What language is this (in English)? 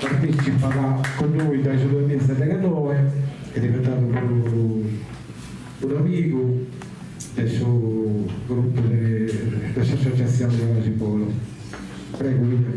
Sardinian